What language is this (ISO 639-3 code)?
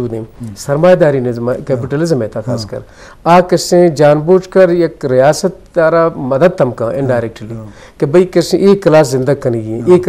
bgp